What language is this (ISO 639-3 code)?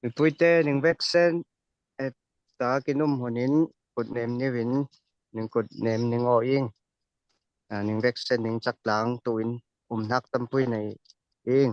cfm